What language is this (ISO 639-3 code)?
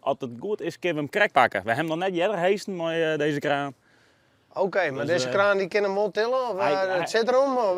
fry